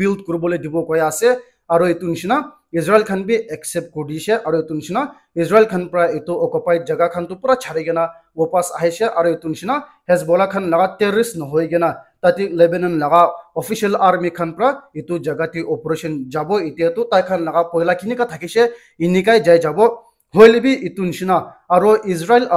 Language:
Naga Pidgin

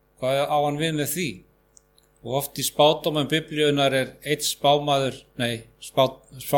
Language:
Icelandic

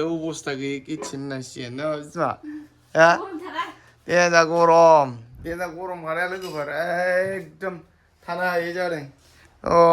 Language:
Bodo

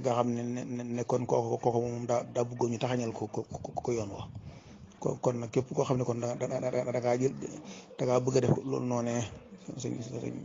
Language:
Wolof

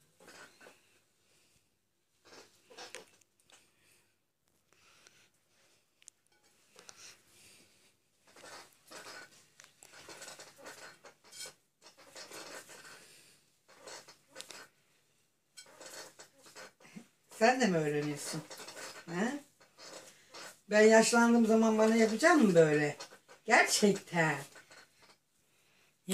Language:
Turkish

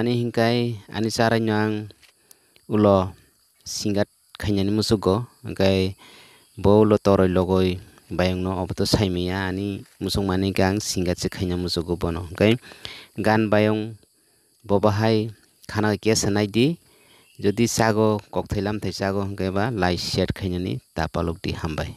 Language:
Kok Borok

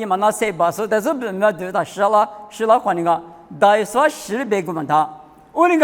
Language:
Lisu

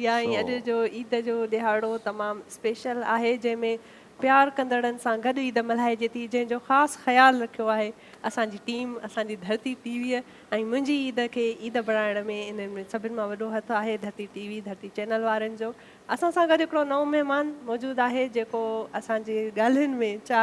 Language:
Sindhi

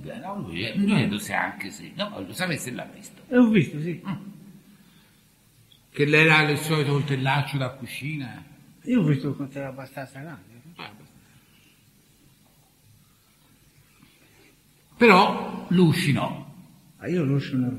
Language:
Italian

